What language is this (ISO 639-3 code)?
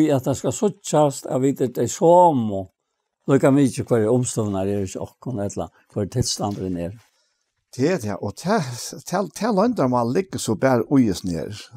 fao